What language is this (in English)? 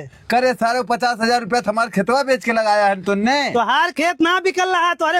Awadhi